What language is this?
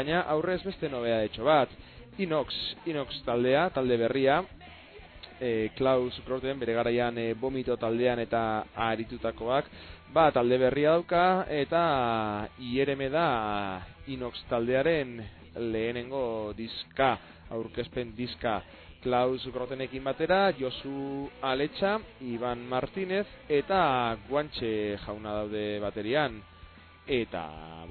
Basque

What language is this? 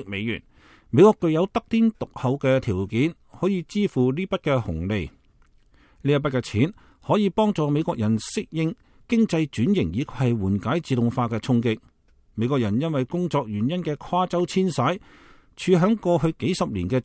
Cantonese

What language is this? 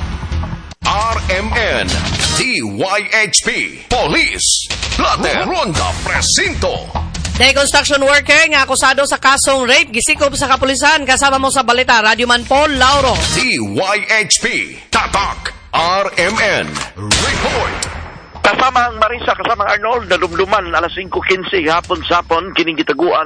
Cebuano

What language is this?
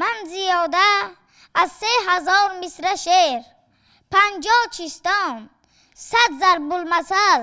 Tajik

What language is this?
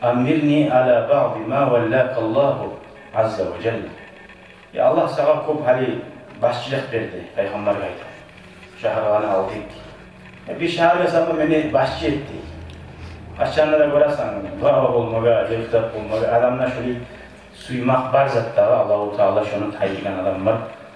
Kumyk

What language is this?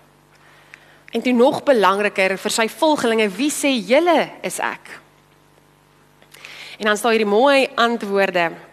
Afrikaans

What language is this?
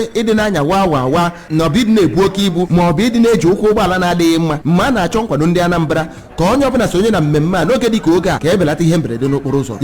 Igbo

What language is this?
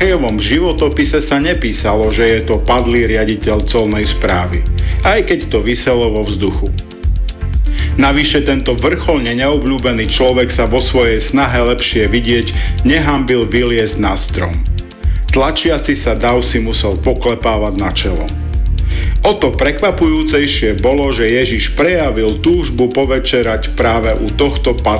Slovak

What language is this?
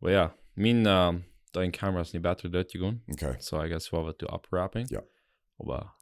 Plautdietsch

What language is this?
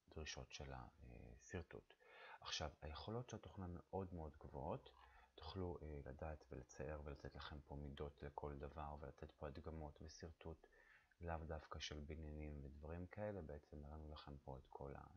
Hebrew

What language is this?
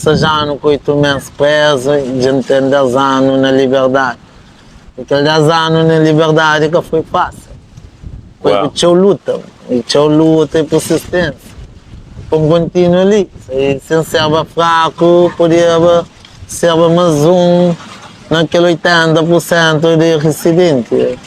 Kabuverdianu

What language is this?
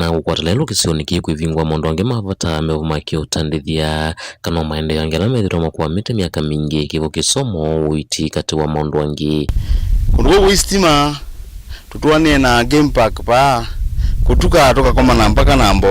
Kamba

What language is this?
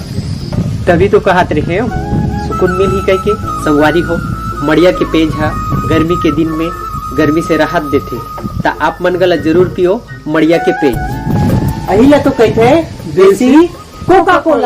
Chhattisgarhi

